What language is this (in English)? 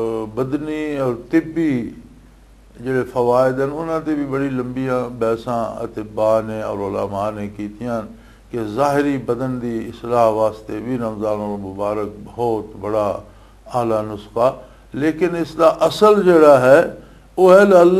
Western Panjabi